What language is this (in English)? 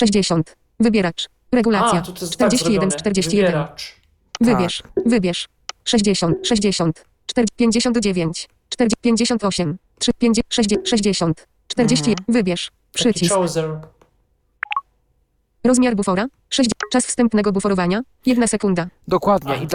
Polish